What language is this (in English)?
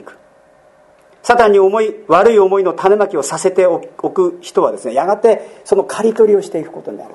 Japanese